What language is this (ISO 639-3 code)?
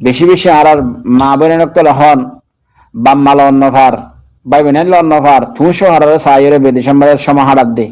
rhg